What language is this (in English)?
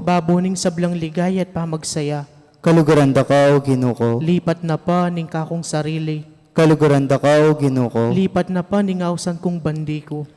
Pampanga